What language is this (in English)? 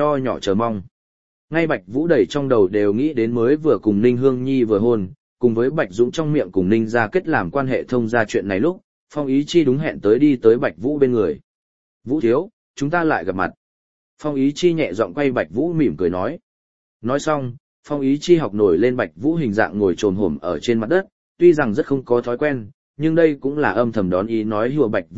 Vietnamese